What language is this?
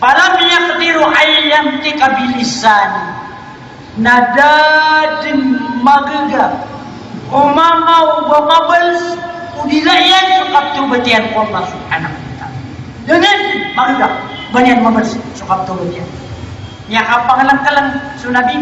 Maranao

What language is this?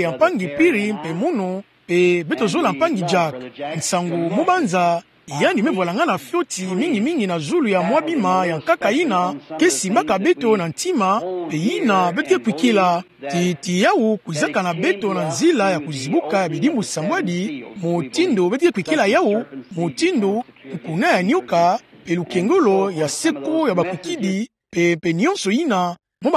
Kituba (Democratic Republic of Congo)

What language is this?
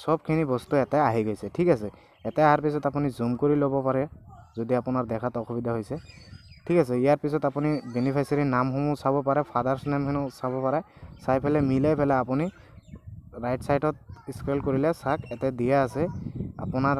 Assamese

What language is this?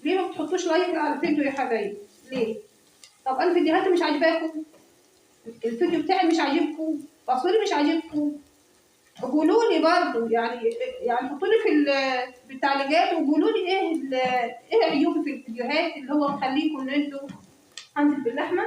Egyptian Arabic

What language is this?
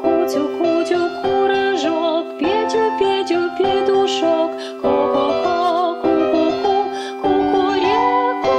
Komi-Permyak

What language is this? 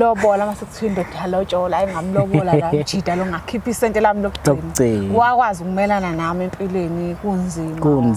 Zulu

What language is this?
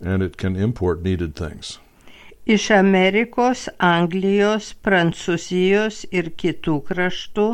Lithuanian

